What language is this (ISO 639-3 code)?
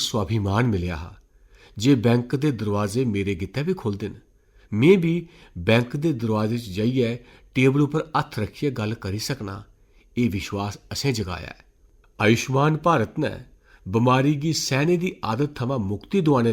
doi